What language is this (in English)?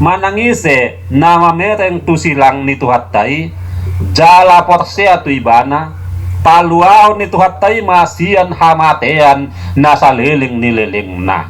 Batak Toba